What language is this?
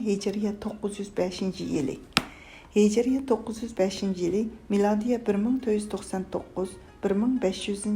Uyghur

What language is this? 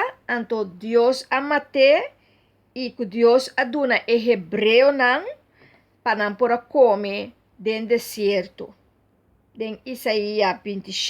Papiamento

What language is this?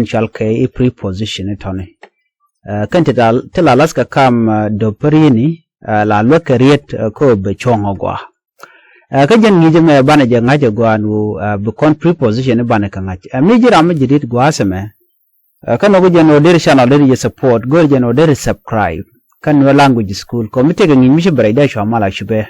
Nuer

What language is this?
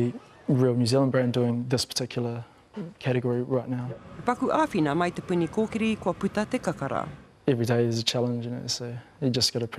Māori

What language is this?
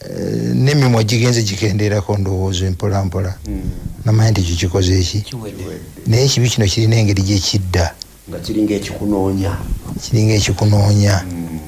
Ganda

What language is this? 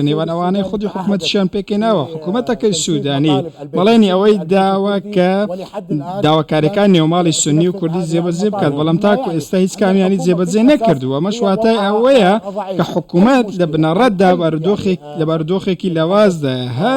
Central Kurdish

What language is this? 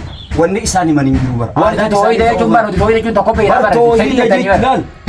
Oromo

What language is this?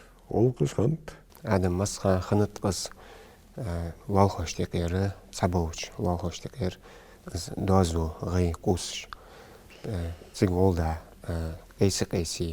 Ingush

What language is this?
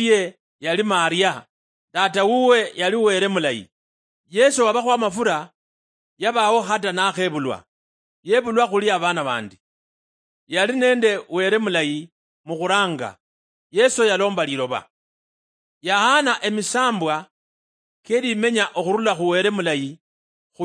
Luyia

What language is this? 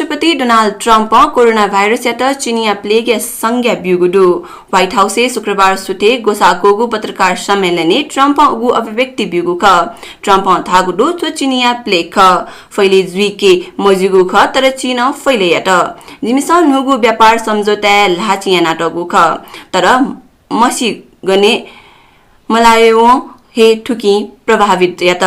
Newari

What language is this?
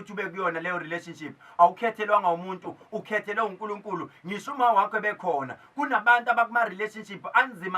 Zulu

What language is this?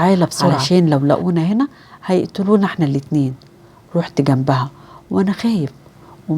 Egyptian Arabic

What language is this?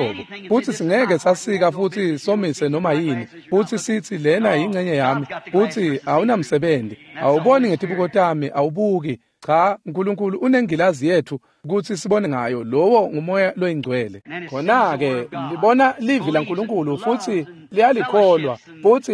Swati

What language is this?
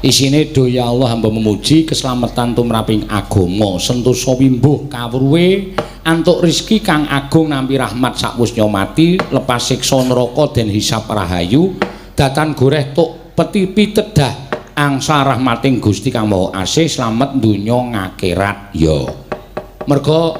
Javanese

